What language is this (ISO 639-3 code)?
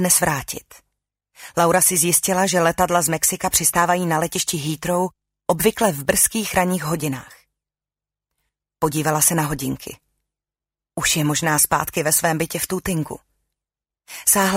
ces